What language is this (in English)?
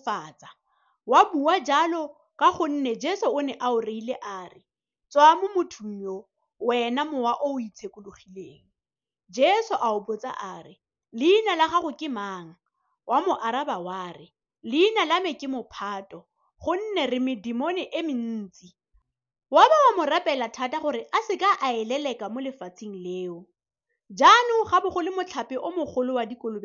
Tswana